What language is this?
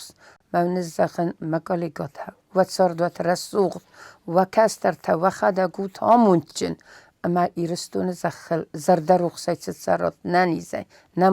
Ossetic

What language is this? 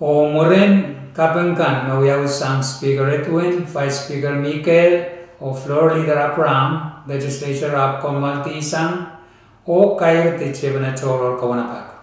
Pohnpeian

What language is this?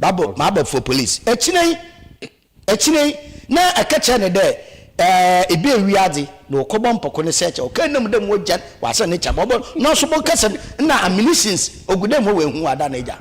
Akan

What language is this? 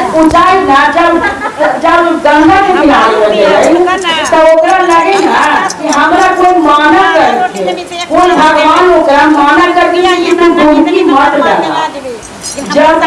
Magahi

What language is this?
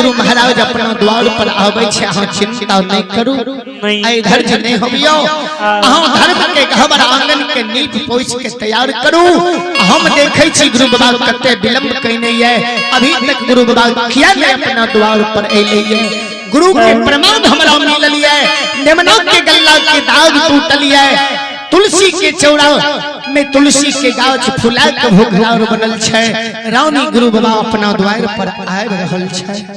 Maithili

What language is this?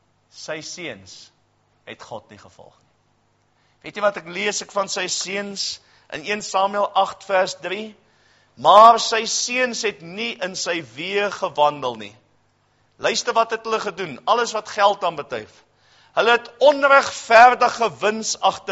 Afrikaans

